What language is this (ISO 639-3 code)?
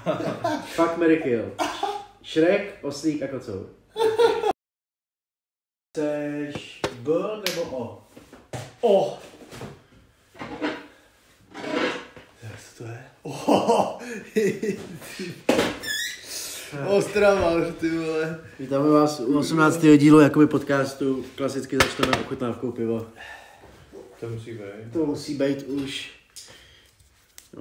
ces